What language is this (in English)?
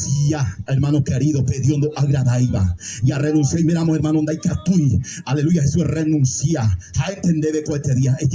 Guarani